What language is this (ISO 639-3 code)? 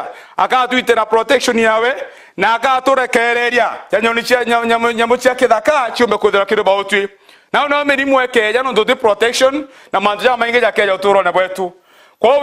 mer